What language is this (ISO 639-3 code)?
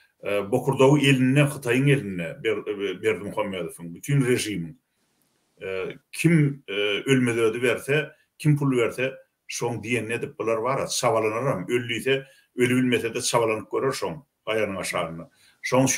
tuk